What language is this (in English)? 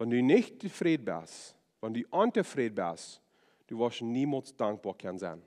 Plautdietsch